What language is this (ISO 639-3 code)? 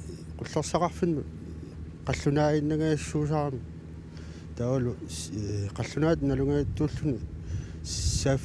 kal